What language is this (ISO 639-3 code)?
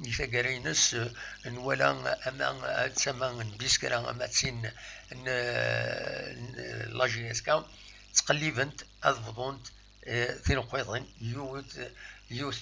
kab